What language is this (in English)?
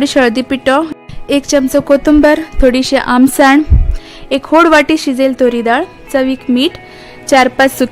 Konkani